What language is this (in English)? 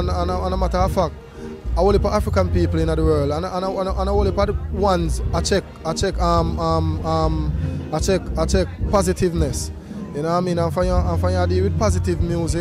Jamaican Creole English